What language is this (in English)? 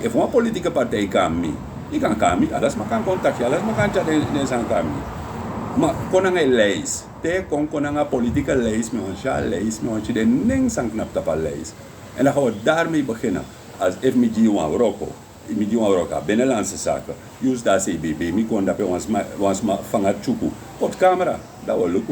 Sranan Tongo